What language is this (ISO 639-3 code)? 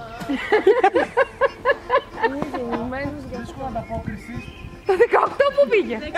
ell